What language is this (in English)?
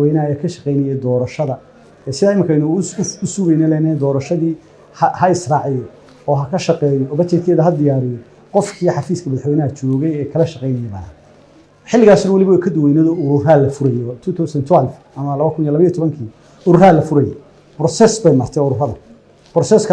Somali